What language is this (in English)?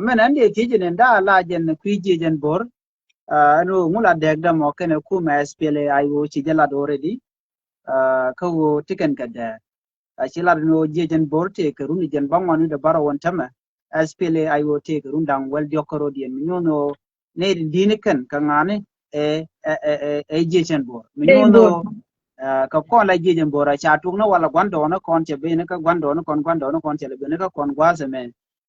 Nuer